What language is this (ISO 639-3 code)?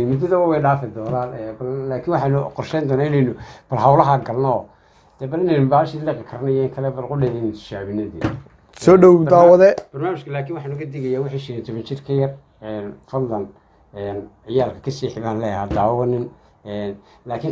som